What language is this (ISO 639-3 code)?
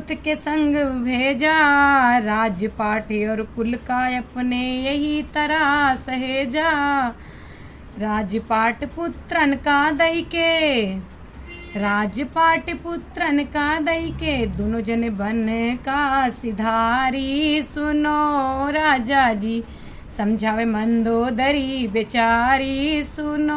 awa